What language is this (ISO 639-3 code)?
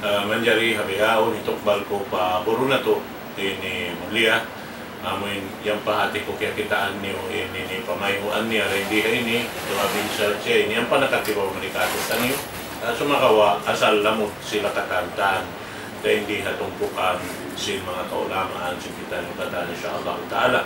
tsg